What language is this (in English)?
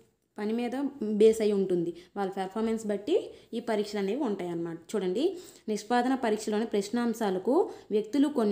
Telugu